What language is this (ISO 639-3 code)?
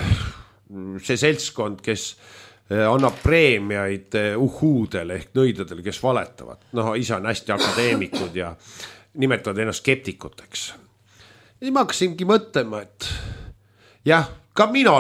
est